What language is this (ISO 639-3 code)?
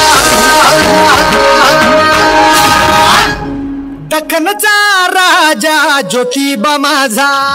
mar